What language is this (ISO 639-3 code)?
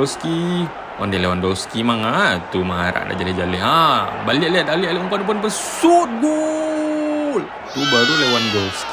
min